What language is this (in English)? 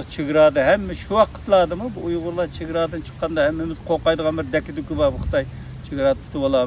Uyghur